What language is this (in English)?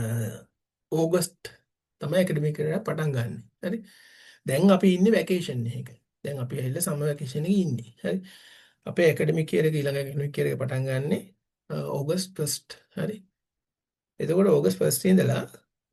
Sinhala